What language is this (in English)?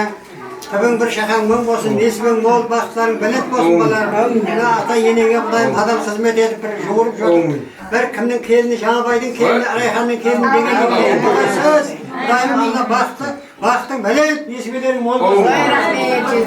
Kara-Kalpak